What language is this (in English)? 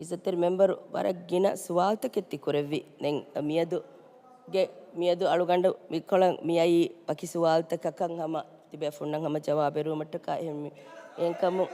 Divehi